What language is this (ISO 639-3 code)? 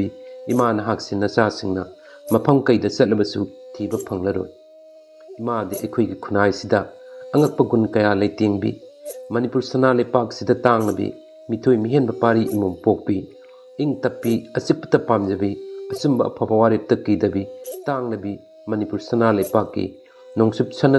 mni